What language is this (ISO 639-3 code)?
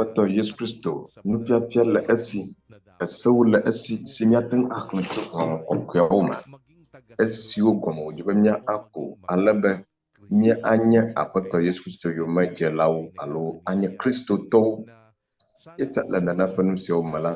ewe